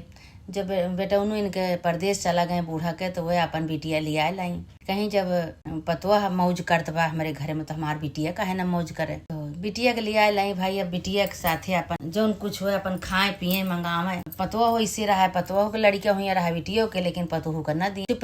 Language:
Awadhi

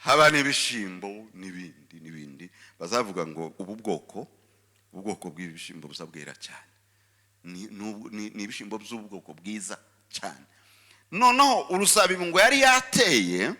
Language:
Kinyarwanda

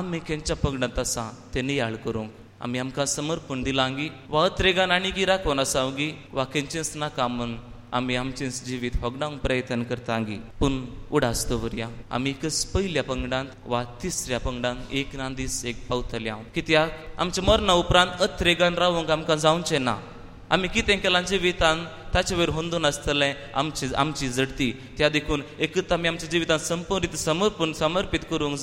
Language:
Konkani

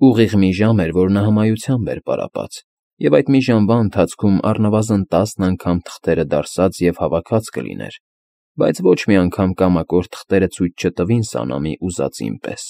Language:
Armenian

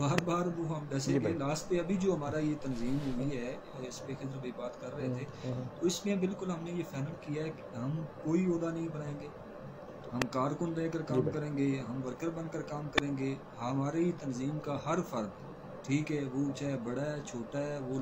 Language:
Urdu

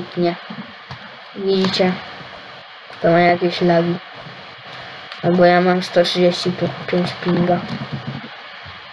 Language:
Polish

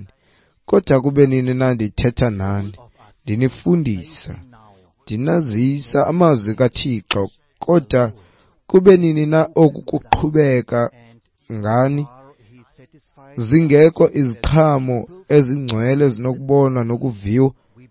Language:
Xhosa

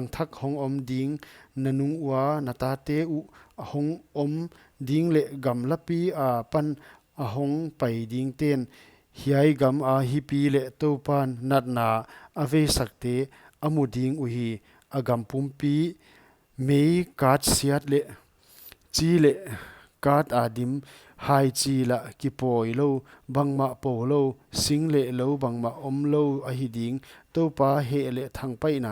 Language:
Paite Chin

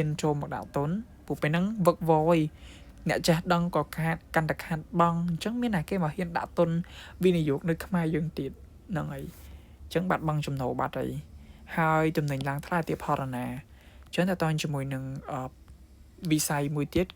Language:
Khmer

